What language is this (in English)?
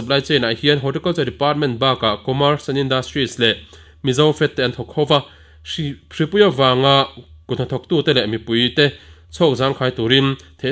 Mizo